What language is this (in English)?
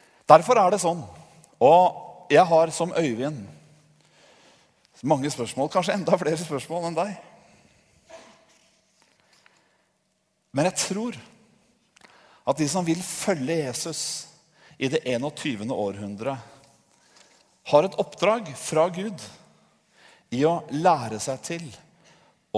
Norwegian